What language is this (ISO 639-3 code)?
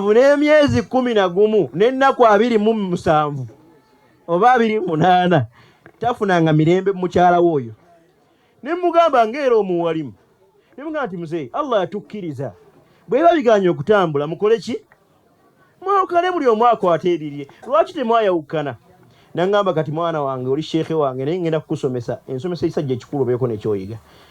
lug